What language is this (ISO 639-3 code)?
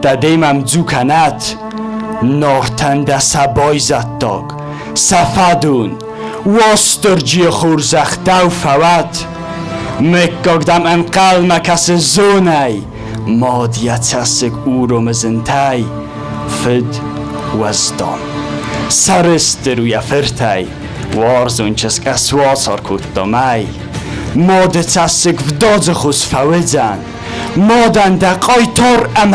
oss